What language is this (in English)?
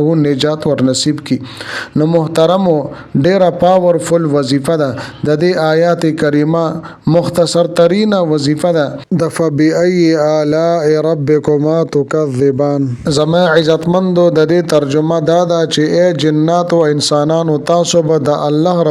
Pashto